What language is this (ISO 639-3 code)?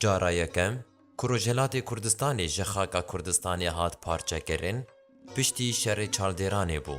kur